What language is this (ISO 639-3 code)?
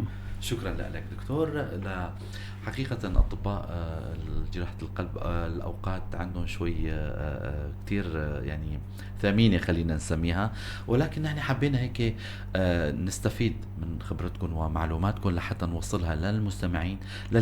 apc